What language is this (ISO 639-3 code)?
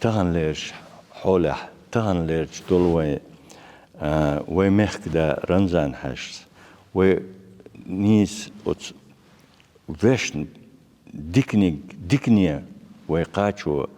che